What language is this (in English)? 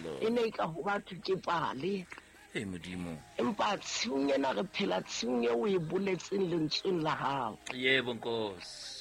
Southern Sotho